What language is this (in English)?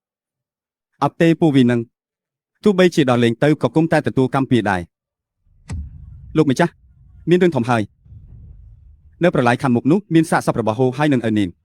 Khmer